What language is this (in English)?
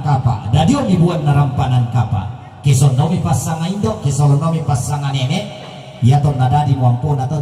Toraja-Sa'dan